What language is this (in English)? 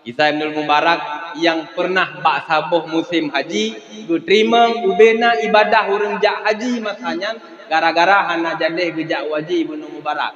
Achinese